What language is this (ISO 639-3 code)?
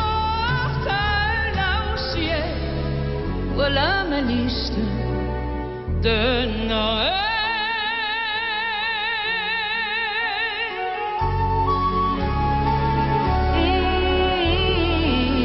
fra